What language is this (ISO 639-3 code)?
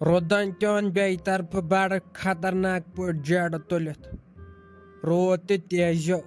kas